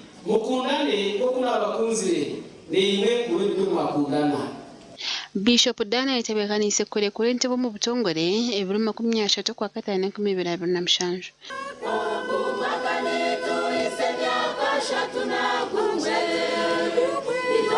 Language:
Nyankole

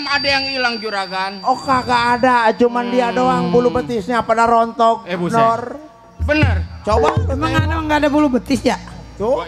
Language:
Betawi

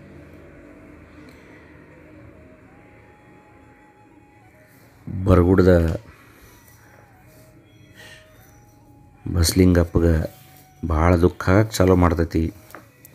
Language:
Kannada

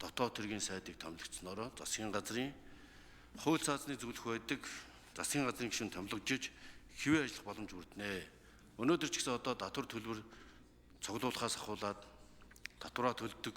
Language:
Mongolian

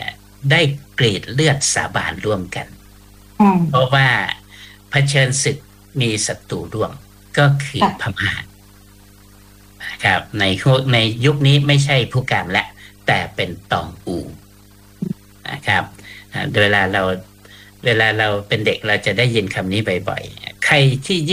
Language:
Thai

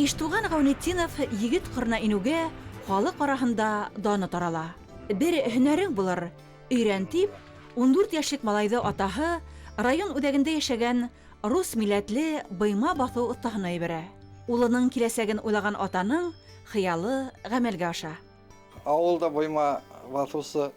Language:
Bashkir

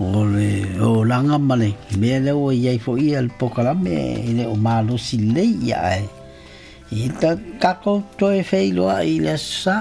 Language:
Samoan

